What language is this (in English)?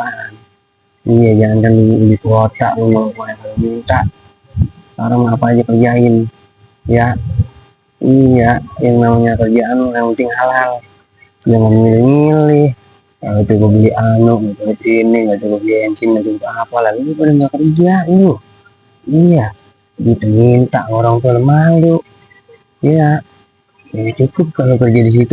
Betawi